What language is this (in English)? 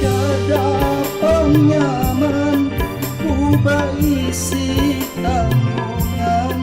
Banjar